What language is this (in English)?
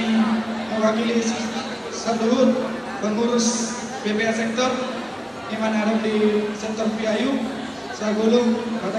Batak Toba